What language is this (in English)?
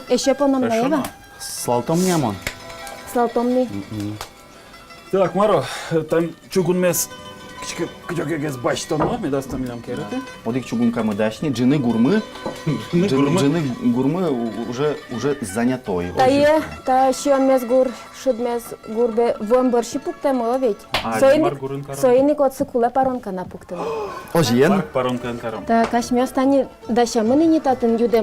Udmurt